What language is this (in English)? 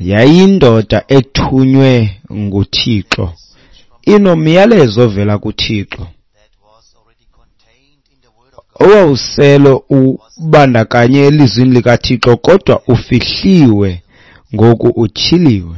Xhosa